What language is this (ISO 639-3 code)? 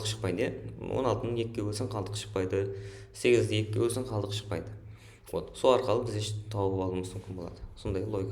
kaa